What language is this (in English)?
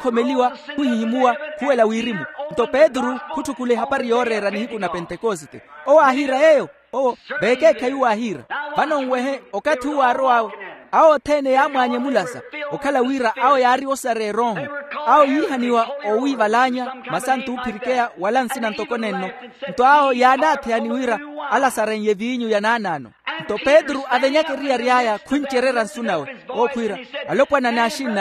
Makhuwa